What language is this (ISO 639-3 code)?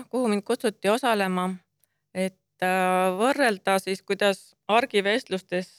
est